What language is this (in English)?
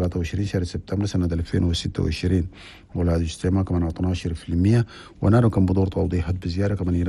Chadian Arabic